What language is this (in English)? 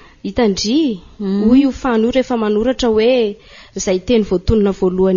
Malagasy